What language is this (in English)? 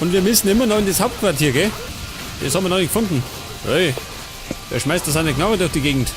Bavarian